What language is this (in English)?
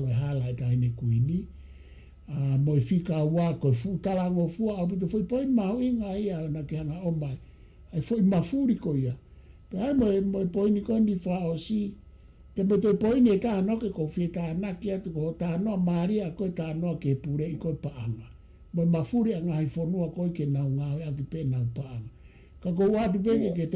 Tongan